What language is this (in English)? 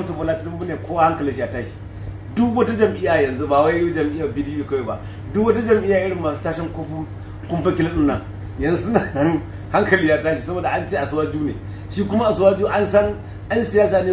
Hausa